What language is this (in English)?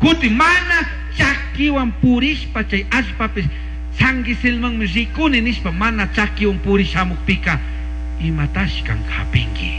Chimborazo Highland Quichua